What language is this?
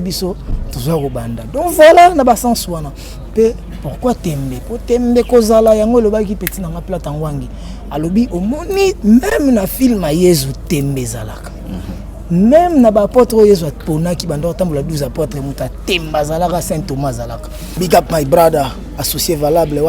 Lingala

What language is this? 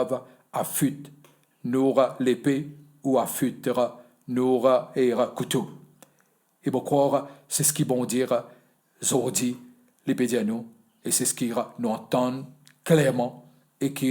Morisyen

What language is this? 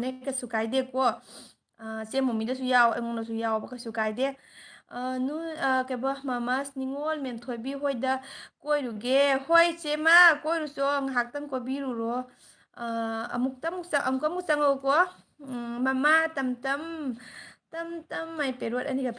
Manipuri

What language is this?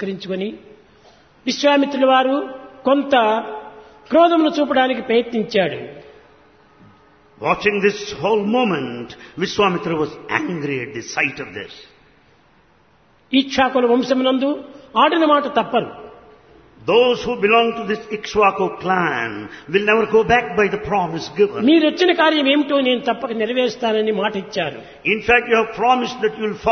Telugu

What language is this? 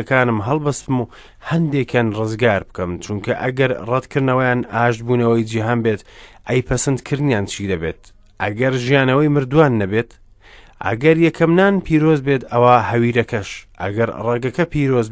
Central Kurdish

